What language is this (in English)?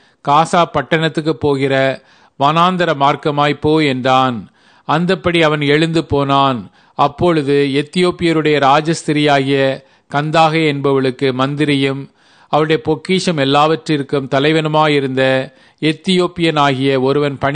Tamil